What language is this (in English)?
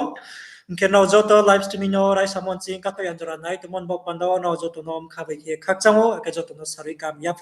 Riang (India)